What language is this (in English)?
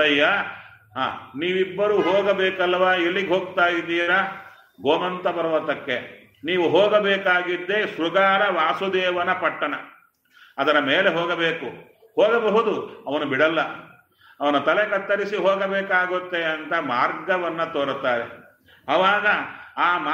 Kannada